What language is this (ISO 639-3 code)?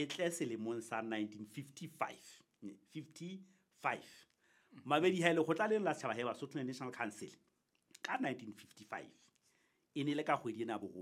sot